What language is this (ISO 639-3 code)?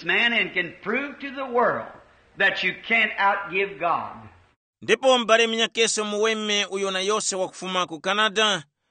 tum